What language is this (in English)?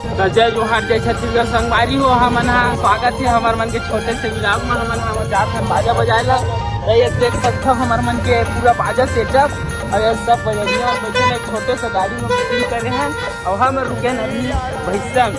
Chhattisgarhi